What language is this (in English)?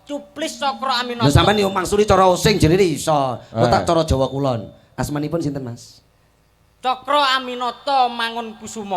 Javanese